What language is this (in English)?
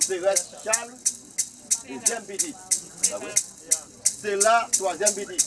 Haitian Creole